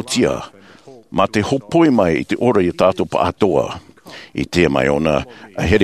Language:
Tahitian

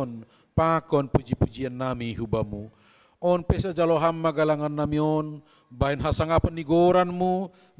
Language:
Batak Simalungun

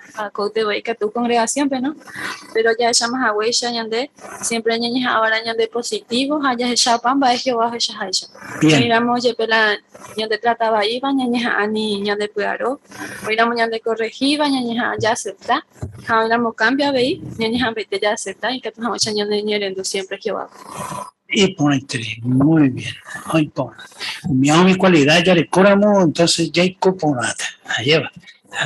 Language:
Guarani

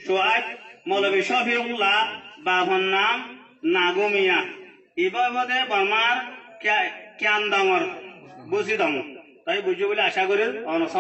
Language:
Rohingya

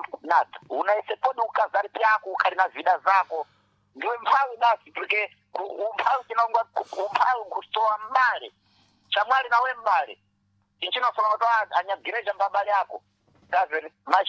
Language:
Sena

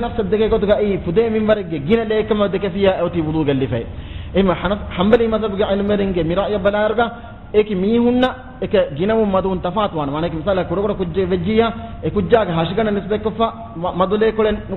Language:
Divehi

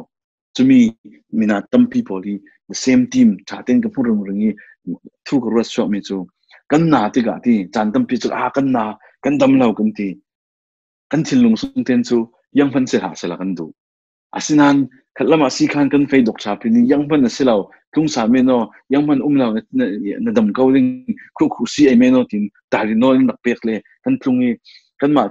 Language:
Falam Chin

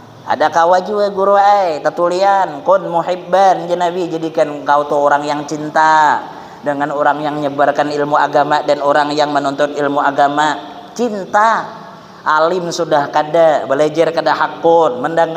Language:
Banjar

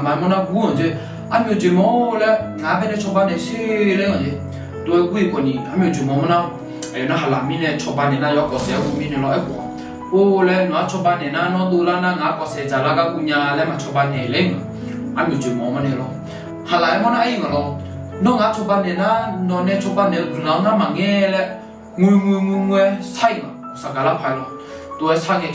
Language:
Akha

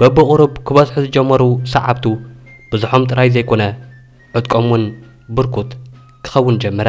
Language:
Tigrinya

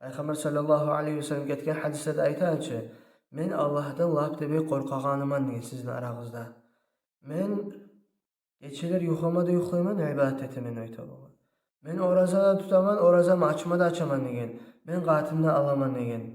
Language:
Kumyk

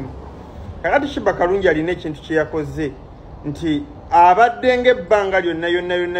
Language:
Ganda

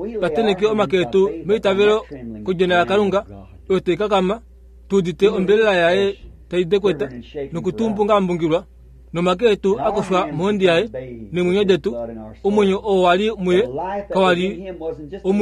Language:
Kuanyama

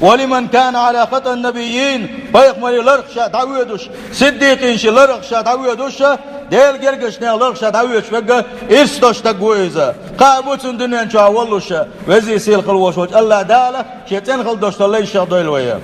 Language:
Chechen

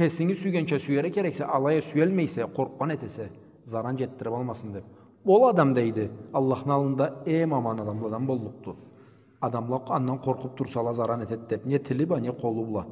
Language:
Karachay-Balkar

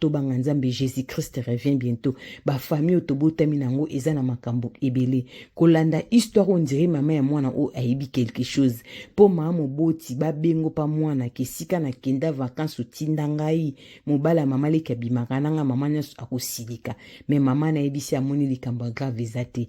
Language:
Lingala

